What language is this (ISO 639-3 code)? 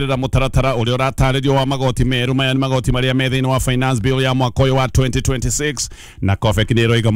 kik